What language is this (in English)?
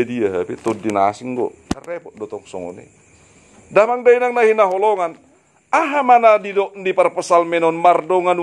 Batak Toba